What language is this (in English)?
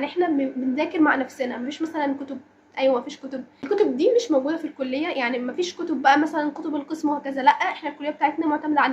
Egyptian Arabic